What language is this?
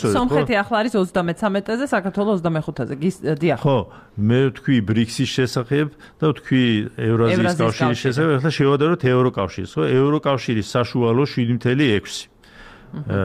Georgian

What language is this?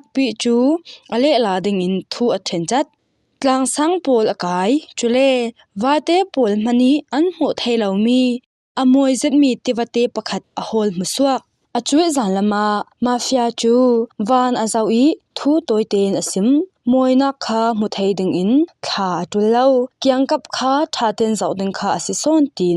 Falam Chin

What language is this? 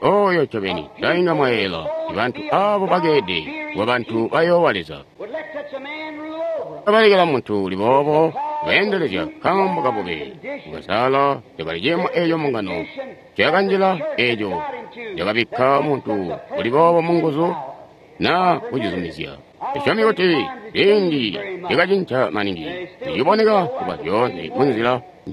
Tonga (Zambia)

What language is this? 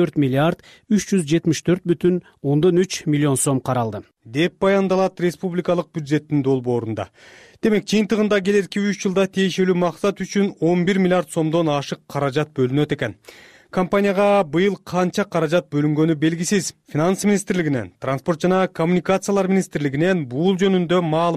Kyrgyz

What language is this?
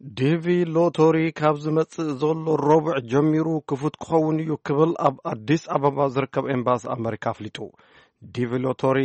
Tigrinya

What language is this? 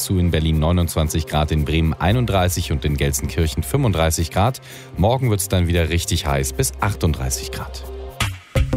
German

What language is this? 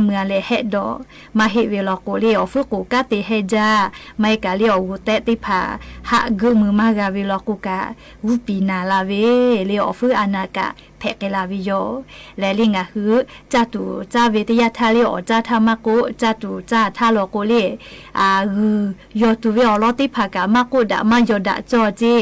Lahu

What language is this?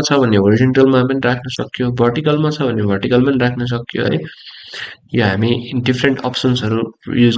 Nepali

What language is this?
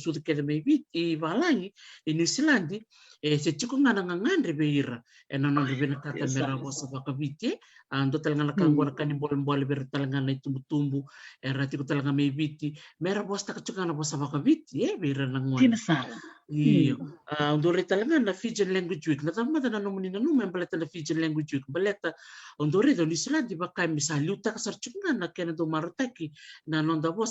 Fijian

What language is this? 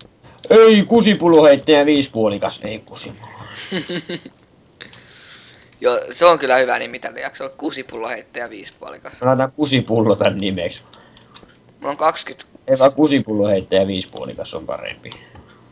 Finnish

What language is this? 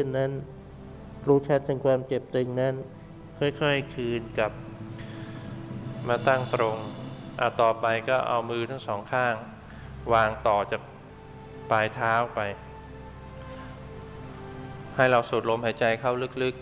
Thai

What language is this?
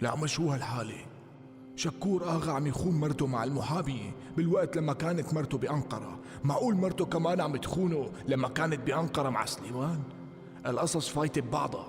North Levantine Arabic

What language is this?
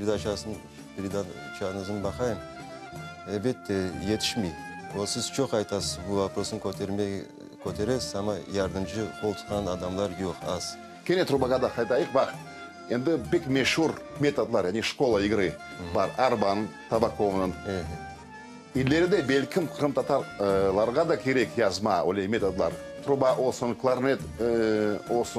Crimean Tatar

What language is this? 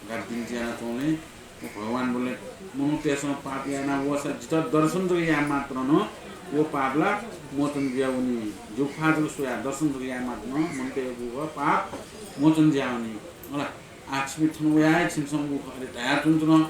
Newari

